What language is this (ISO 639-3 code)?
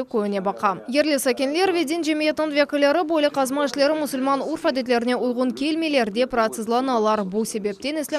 crh